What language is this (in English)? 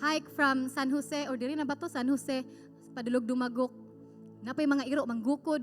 Cebuano